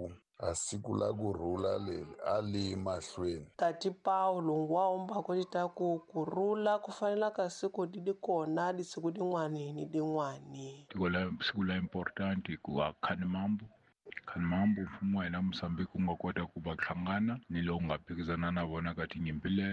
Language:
Tsonga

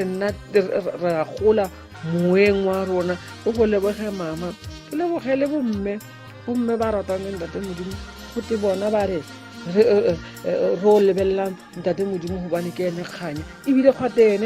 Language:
Tswana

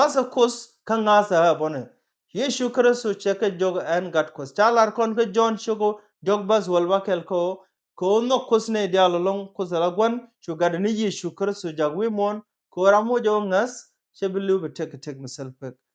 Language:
Nuer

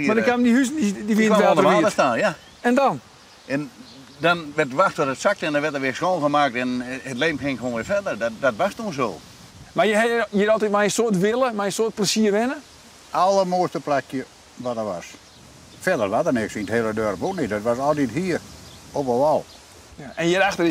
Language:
Western Frisian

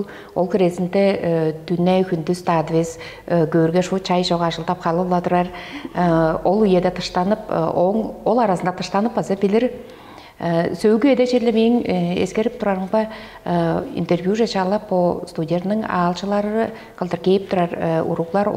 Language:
Tuvinian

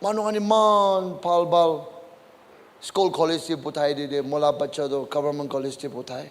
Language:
Naga Pidgin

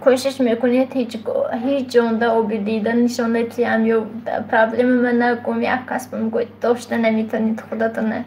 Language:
Tajik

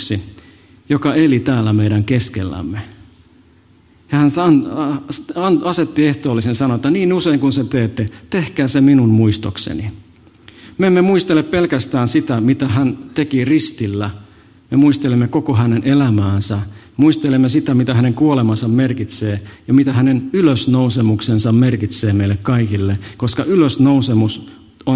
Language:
Finnish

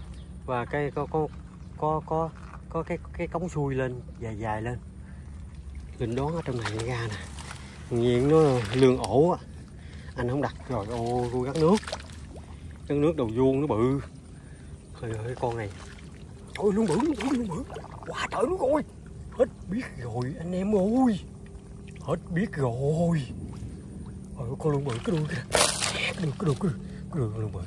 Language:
Vietnamese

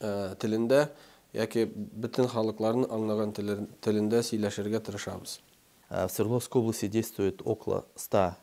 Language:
Tatar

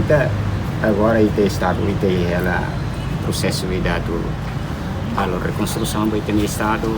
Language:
Tetum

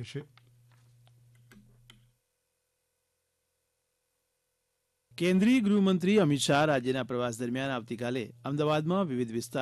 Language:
Gujarati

